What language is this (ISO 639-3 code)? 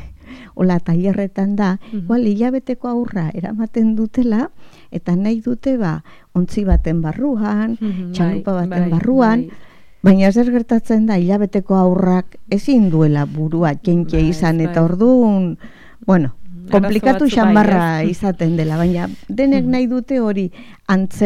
eus